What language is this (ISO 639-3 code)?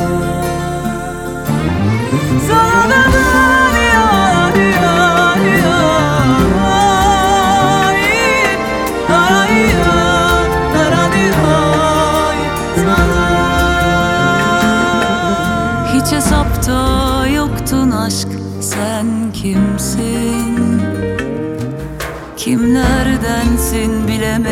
tur